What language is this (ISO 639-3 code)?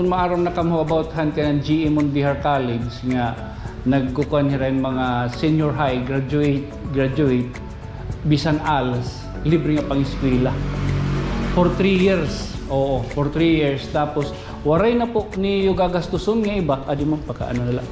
war